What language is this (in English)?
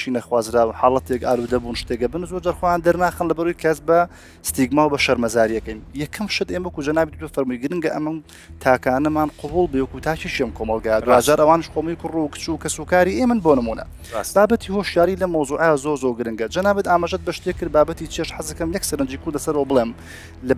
Central Kurdish